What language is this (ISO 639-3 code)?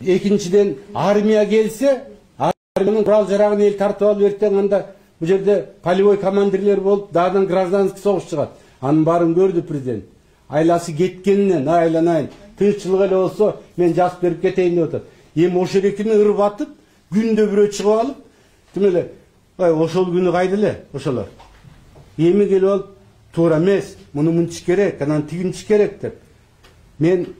kir